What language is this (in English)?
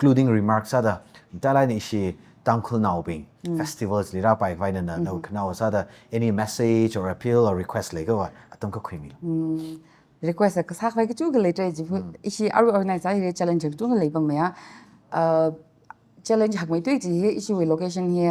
Tangkhul Naga (India)